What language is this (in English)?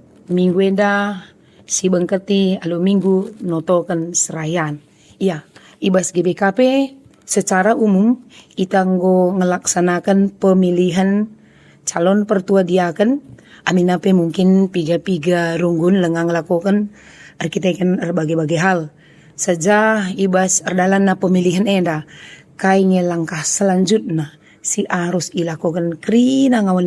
Batak Karo